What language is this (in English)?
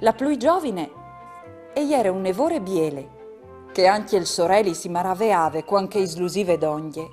Friulian